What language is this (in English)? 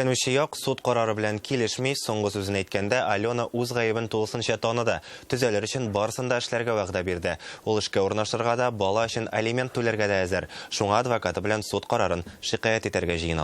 Tatar